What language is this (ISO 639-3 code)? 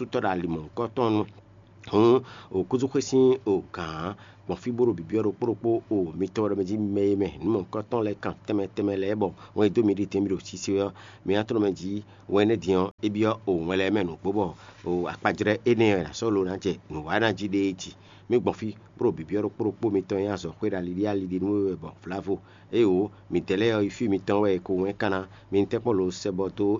fon